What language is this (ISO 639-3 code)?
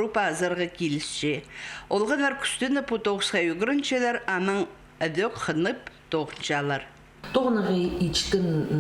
kjh